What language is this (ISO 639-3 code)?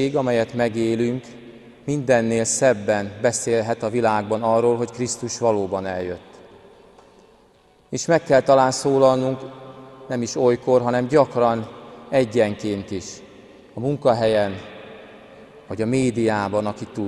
hun